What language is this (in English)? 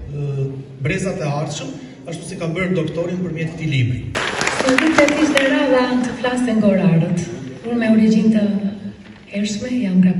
Albanian